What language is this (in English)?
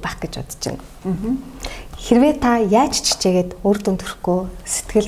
Mongolian